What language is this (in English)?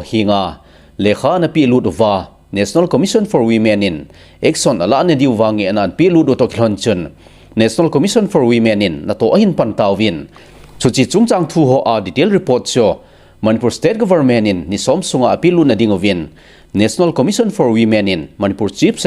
Thado Chin